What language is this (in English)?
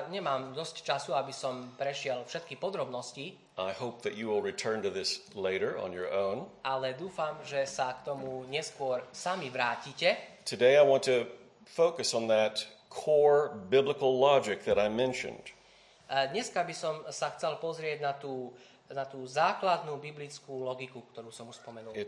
Slovak